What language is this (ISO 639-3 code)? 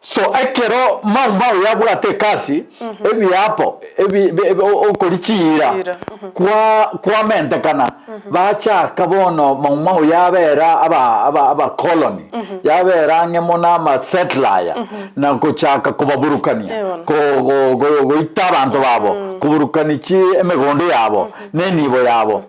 guz